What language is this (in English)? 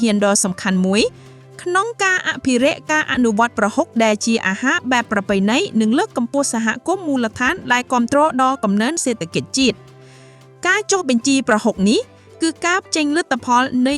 Khmer